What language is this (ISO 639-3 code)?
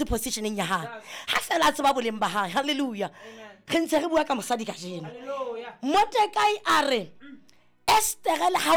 sot